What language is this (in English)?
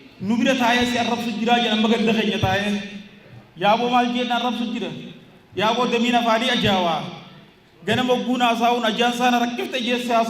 Oromo